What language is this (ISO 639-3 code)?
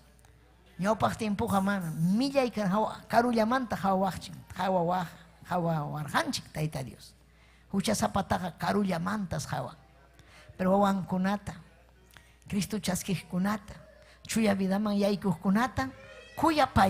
quy